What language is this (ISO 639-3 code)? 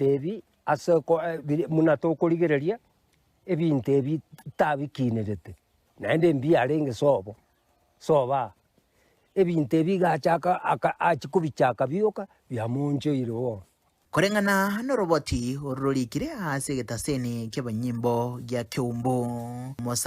guz